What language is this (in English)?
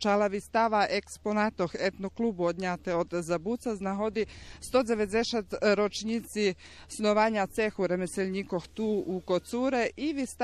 Rusyn